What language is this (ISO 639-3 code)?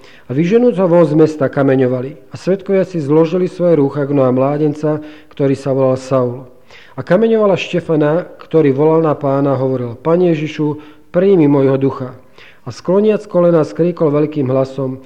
slk